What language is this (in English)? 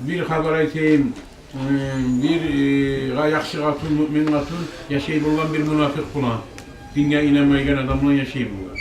Kumyk